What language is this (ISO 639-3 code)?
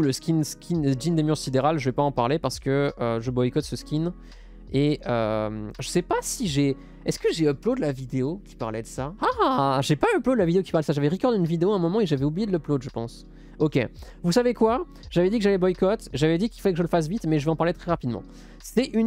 fra